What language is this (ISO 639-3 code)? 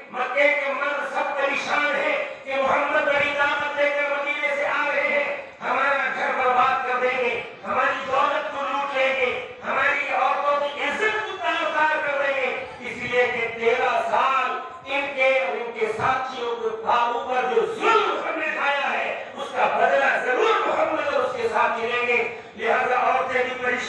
urd